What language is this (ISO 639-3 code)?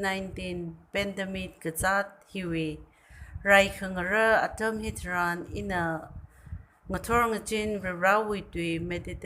nmf